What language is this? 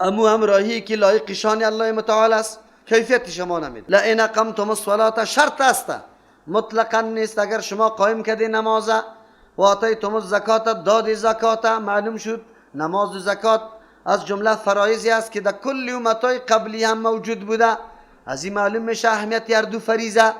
Persian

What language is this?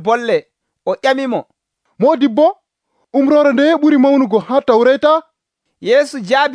Nigerian Fulfulde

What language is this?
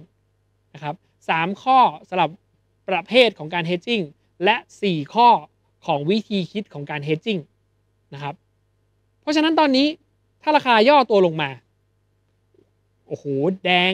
Thai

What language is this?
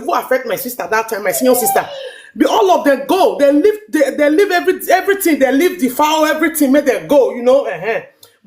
Nigerian Pidgin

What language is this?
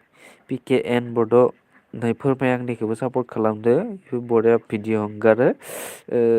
Bodo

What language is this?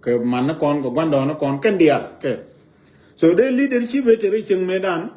Nuer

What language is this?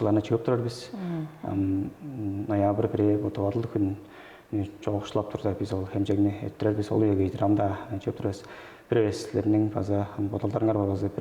Tuvinian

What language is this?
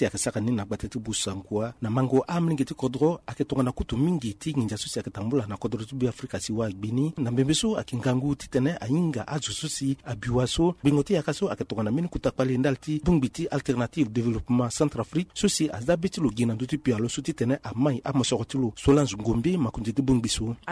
Sango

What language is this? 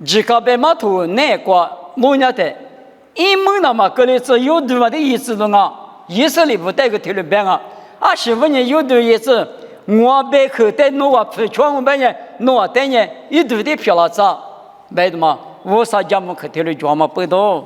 Lisu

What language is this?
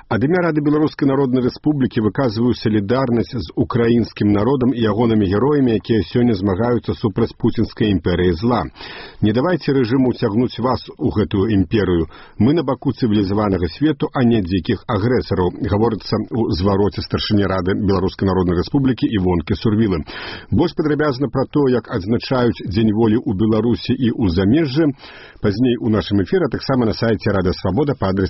Belarusian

